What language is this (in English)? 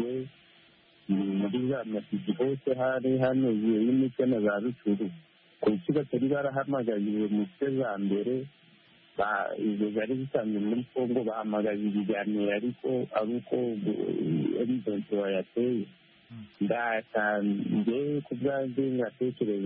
Kinyarwanda